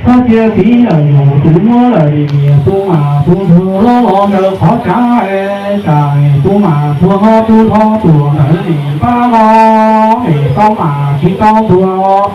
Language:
Hmong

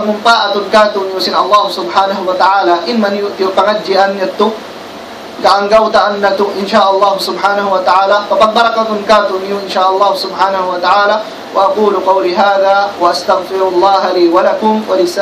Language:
Tausug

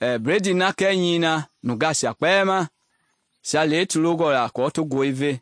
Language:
Mende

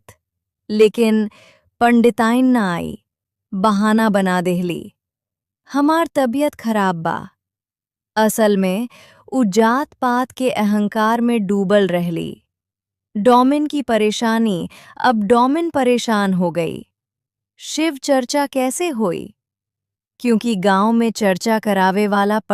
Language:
Bhojpuri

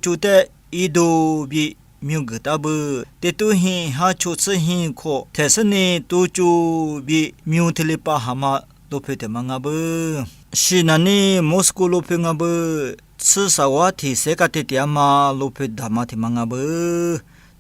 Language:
Lisu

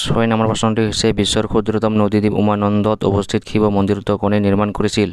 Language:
Assamese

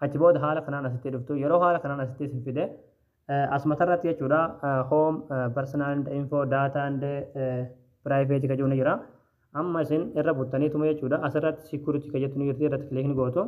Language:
Oromo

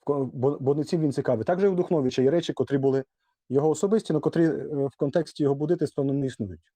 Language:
Rusyn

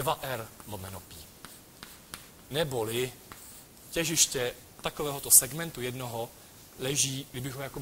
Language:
Czech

